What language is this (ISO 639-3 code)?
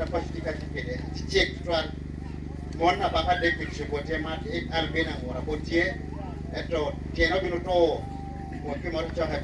laj